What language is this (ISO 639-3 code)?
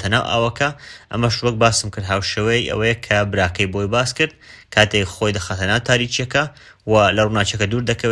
ckb